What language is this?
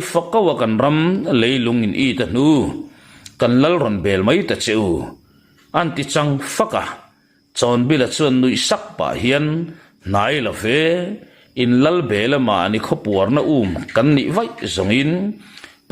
Mizo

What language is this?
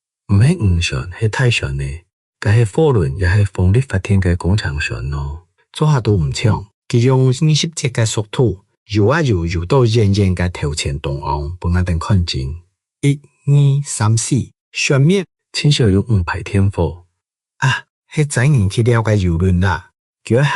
Hakka Chinese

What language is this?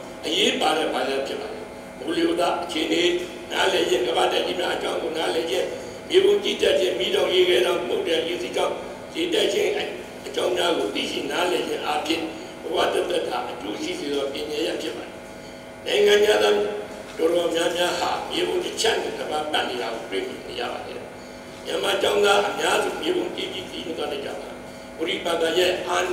Burmese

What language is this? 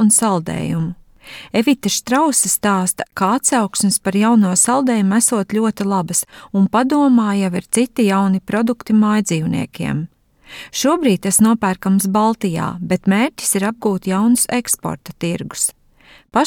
Latvian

